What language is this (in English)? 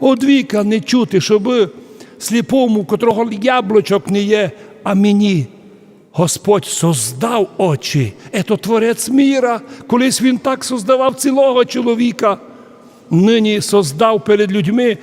Rusyn